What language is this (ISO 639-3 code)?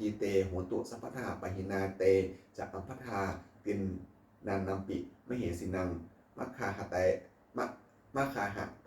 pli